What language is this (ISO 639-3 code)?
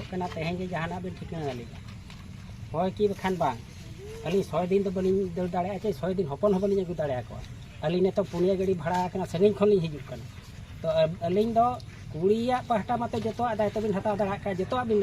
sat